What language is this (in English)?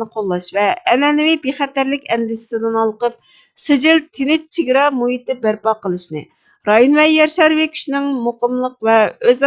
Uyghur